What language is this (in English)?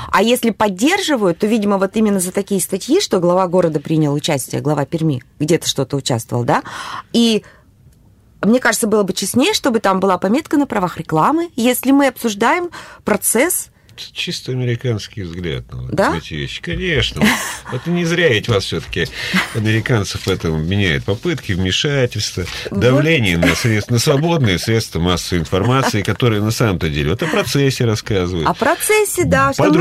Russian